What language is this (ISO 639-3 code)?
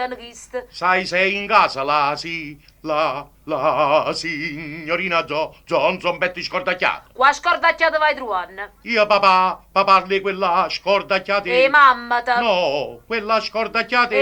nap